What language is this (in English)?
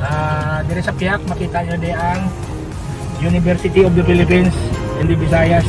Hiligaynon